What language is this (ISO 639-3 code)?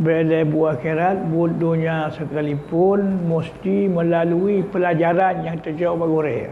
ace